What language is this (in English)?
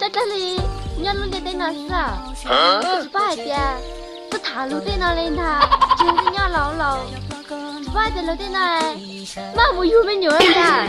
Hmong